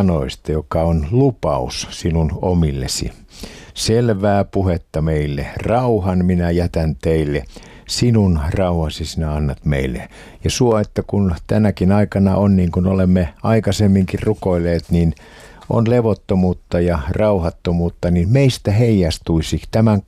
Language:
Finnish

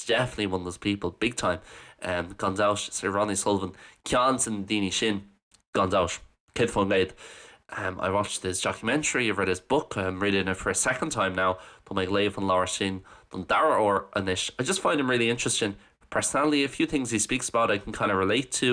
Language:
Irish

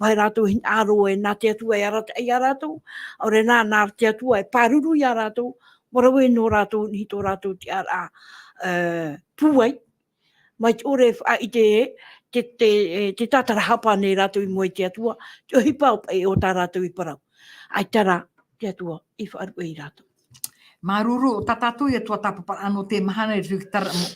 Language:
Tahitian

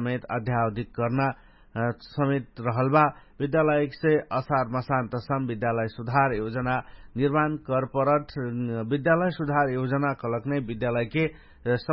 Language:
Dangaura Tharu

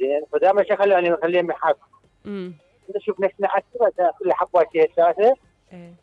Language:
Mesopotamian Arabic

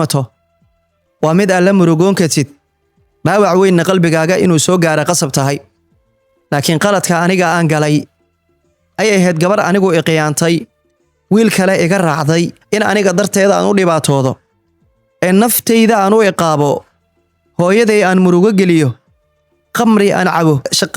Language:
Somali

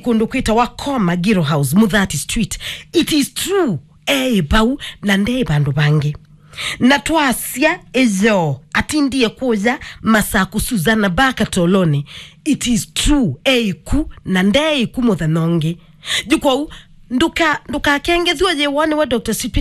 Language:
Kamba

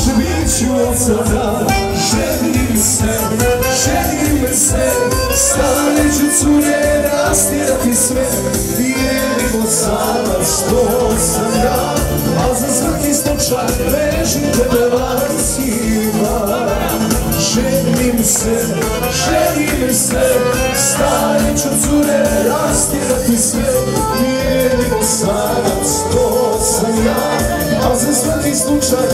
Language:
Croatian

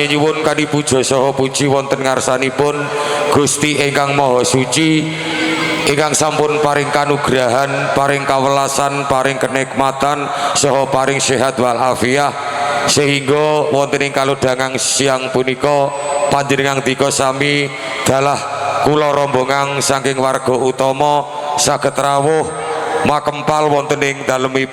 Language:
Javanese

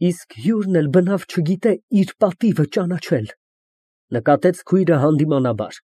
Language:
Armenian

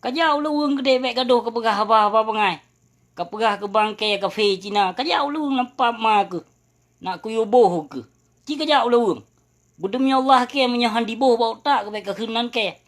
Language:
Achinese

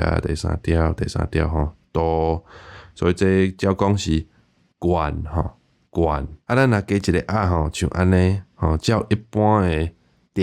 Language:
Min Nan Chinese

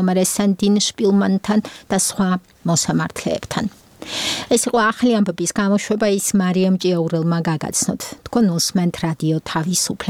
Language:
Georgian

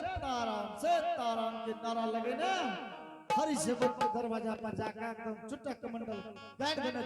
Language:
Angika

